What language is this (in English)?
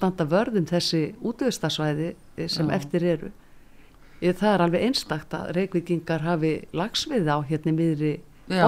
Icelandic